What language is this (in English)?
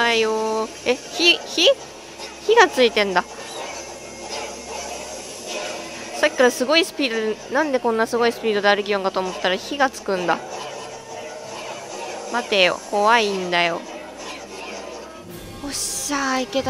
Japanese